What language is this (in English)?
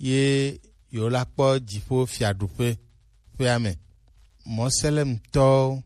Gen